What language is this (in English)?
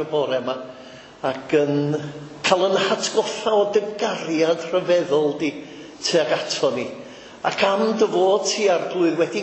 Welsh